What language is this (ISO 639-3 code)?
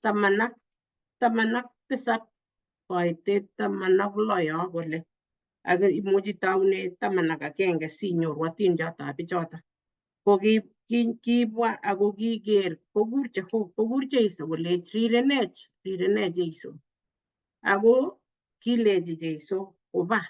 kln